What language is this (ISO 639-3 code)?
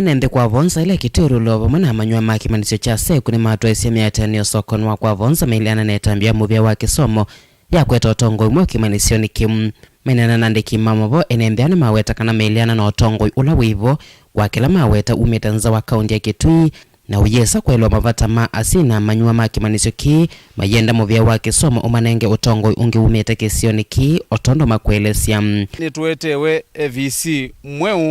kam